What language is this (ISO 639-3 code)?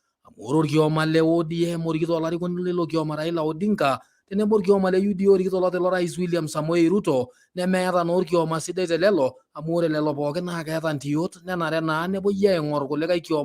mas